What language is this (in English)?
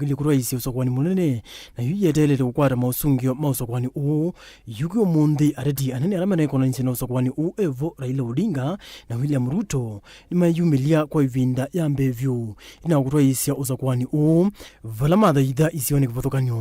Kamba